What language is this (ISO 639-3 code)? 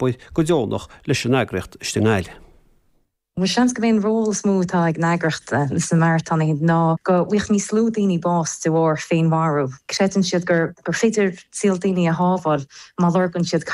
gle